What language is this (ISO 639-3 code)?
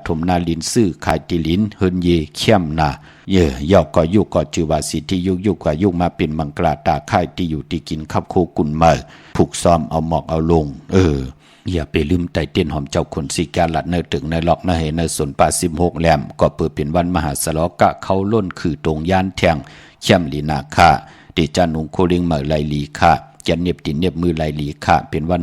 shn